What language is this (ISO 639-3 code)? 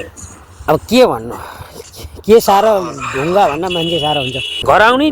nep